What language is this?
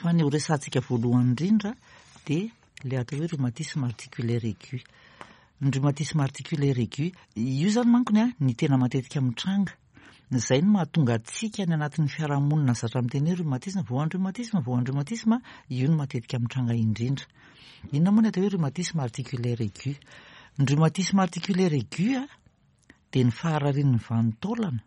Malagasy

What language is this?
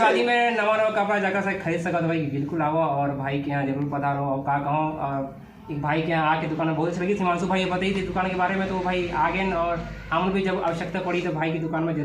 Chhattisgarhi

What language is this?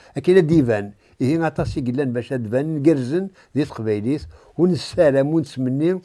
Kabyle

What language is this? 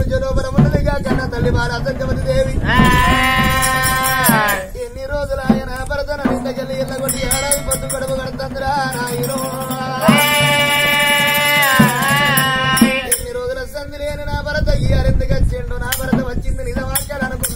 Telugu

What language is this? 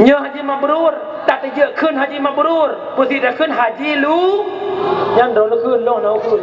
Achinese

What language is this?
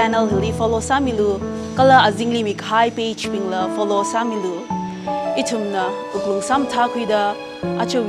Tangkhul Naga (India)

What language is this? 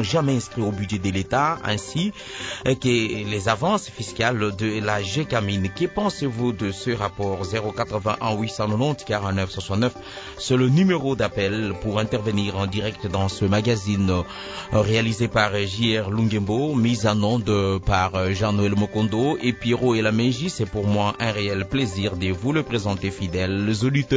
French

